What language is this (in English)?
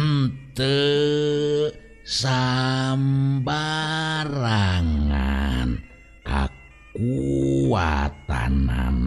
Sundanese